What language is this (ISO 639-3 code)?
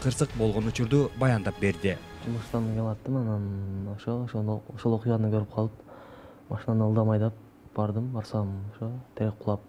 kir